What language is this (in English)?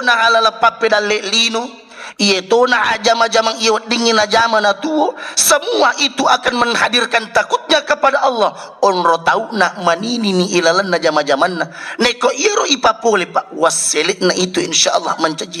Buginese